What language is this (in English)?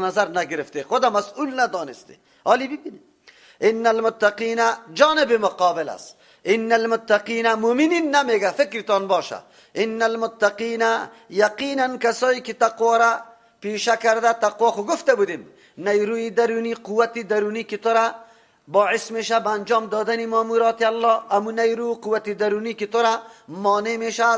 Persian